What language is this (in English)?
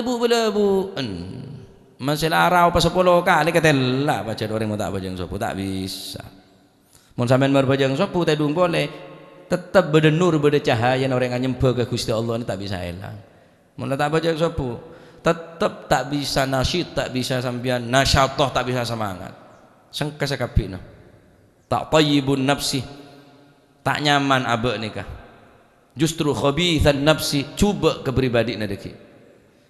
Madurese